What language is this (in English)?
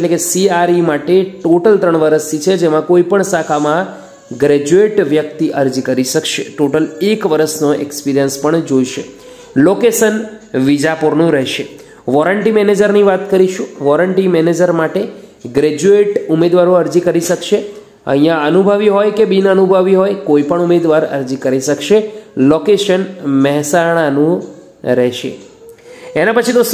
Gujarati